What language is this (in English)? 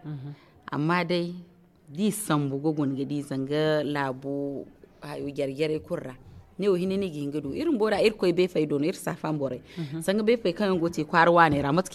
Zarma